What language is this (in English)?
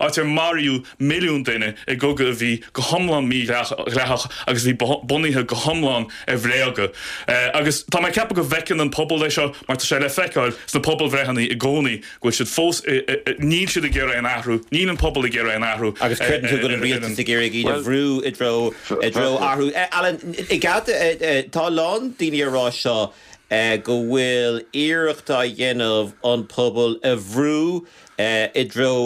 Irish